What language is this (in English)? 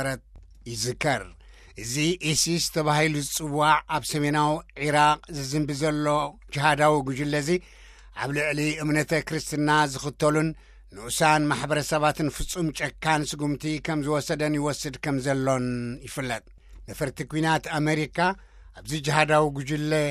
Tigrinya